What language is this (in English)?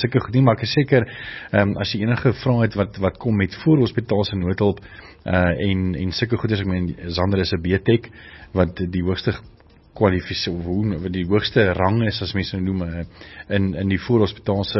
Afrikaans